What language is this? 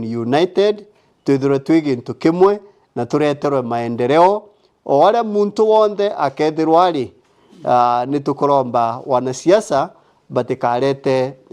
Meru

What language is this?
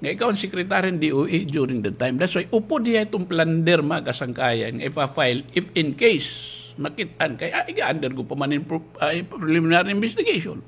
Waray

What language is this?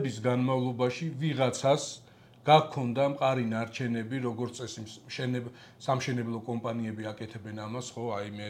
Georgian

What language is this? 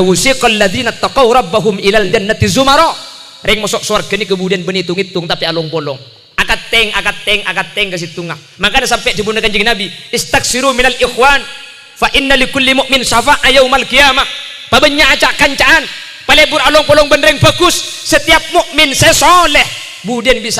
Madurese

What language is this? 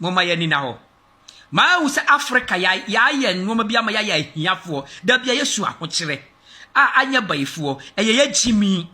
Akan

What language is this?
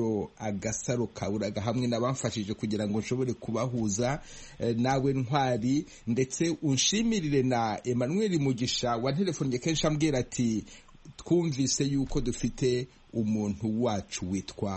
Kinyarwanda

